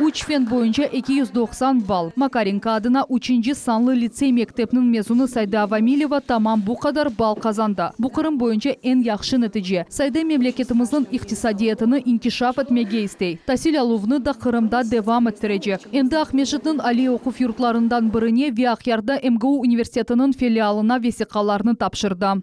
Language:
Crimean Tatar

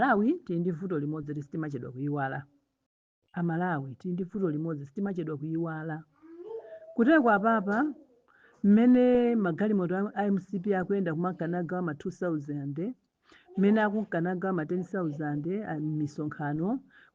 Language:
Nyanja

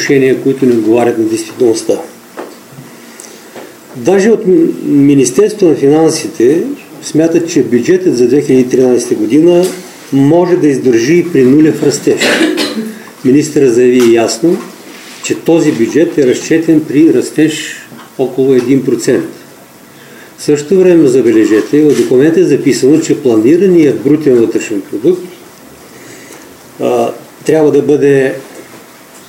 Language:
Bulgarian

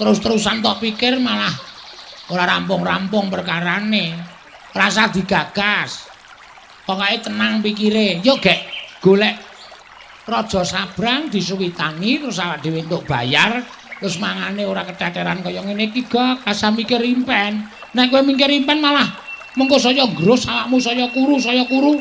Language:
Javanese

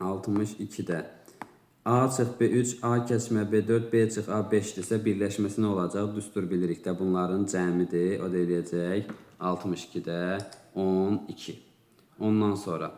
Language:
Azerbaijani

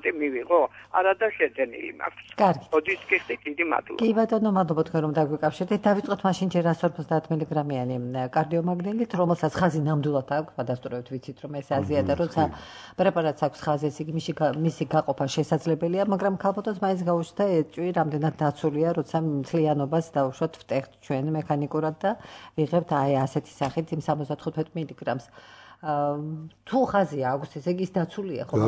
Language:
Georgian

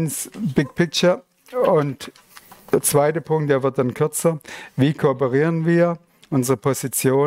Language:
Swiss German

